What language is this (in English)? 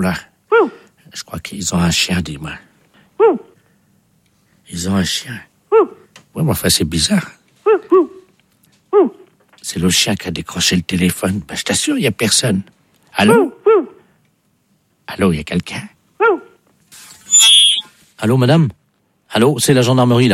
French